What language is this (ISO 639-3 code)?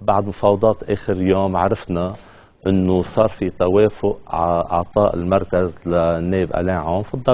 apc